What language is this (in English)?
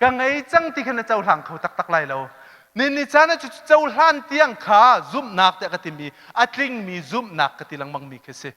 Hakha Chin